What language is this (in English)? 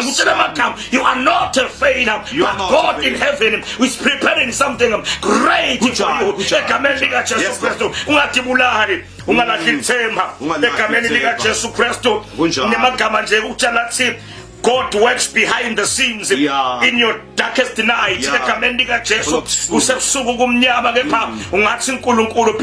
Zulu